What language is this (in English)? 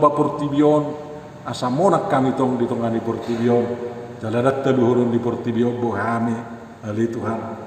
Batak Toba